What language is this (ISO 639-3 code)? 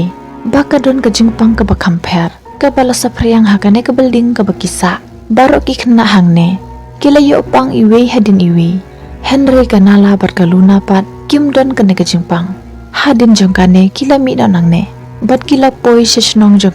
kha